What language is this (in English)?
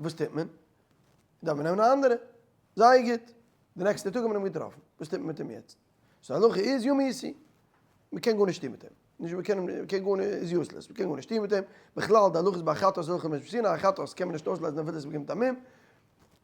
Yiddish